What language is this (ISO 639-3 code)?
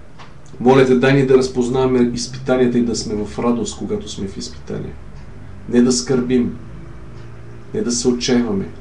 bul